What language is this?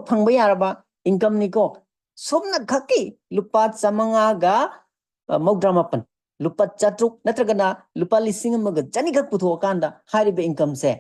Manipuri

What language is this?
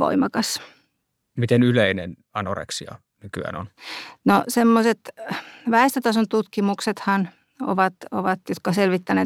Finnish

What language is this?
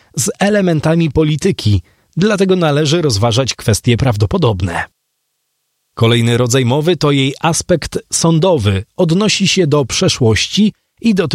Polish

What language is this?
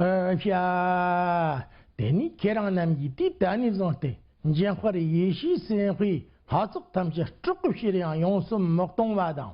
Tibetan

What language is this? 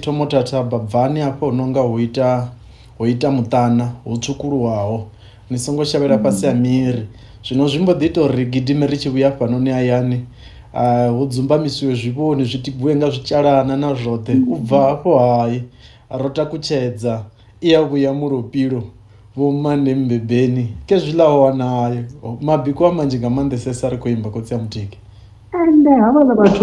Venda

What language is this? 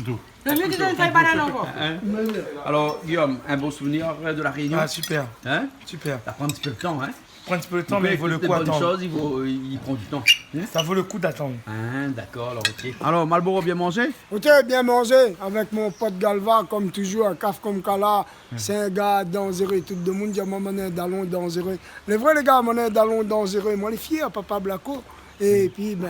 Réunion Creole French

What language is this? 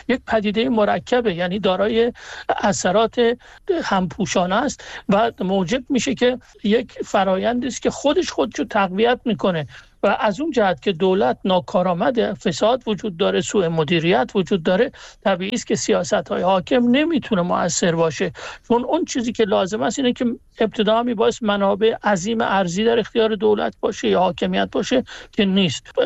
Persian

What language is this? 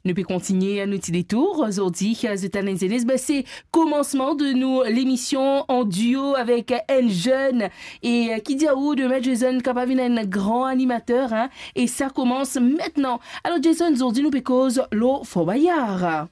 Morisyen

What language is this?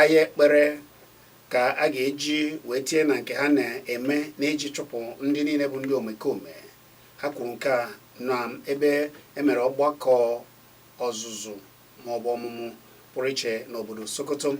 Igbo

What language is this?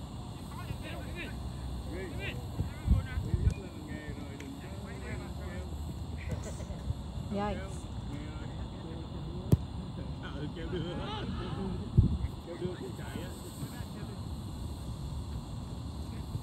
Vietnamese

